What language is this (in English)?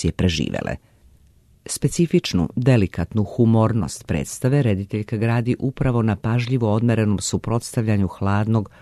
Serbian